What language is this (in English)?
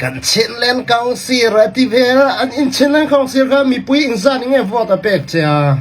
Falam Chin